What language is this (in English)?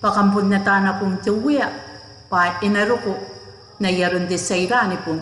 Gilbertese